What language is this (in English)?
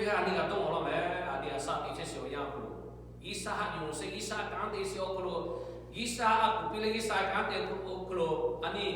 Lahu